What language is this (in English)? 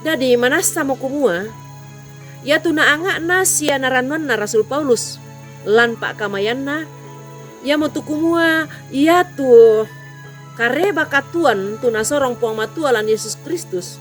Toraja-Sa'dan